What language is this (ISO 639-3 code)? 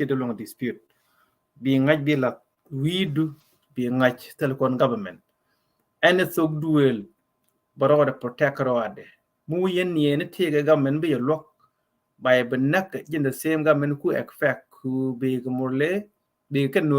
nus